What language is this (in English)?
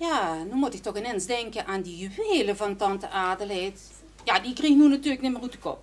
Limburgish